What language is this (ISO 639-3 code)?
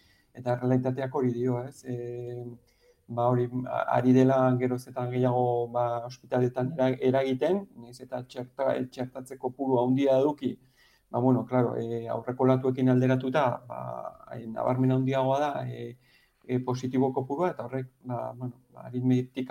eus